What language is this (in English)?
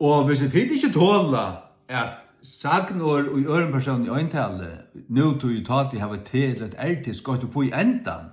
Faroese